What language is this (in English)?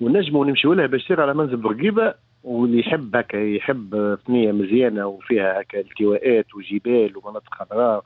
Tunisian Arabic